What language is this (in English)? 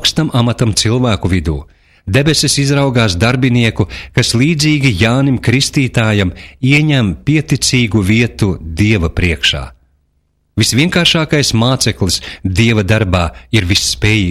Latvian